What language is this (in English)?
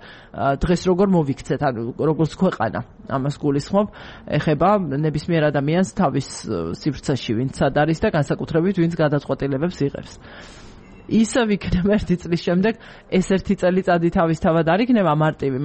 Georgian